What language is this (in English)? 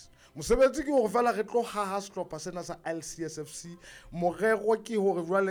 Southern Sotho